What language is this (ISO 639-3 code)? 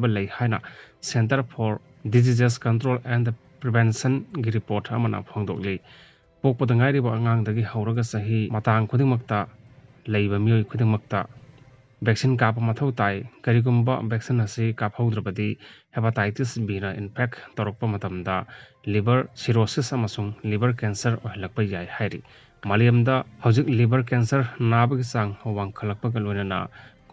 mni